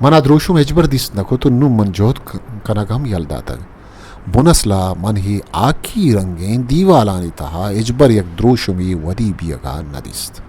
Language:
Eastern Balochi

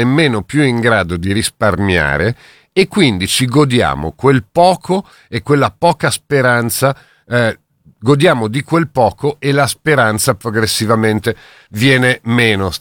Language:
Italian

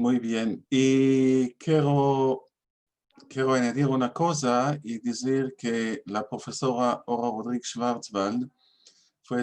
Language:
Ladino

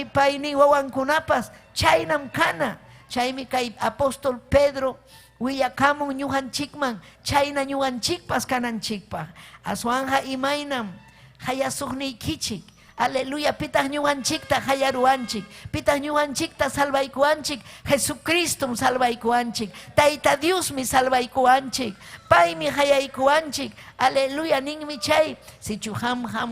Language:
Ayacucho Quechua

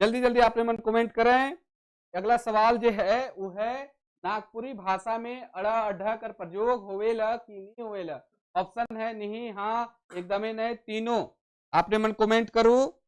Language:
Sadri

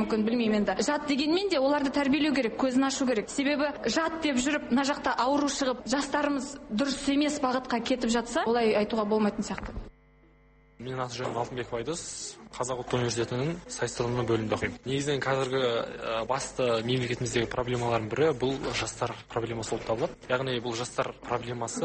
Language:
Kazakh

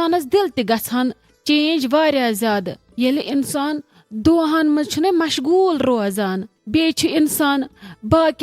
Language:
Kashmiri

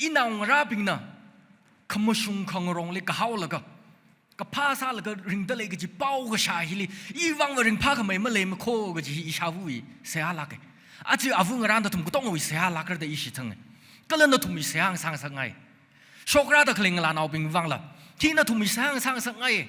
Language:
Tangkhul Naga (India)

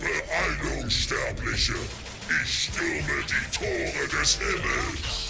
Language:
Swiss German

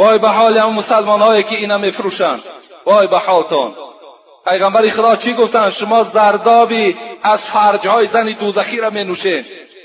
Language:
Tajik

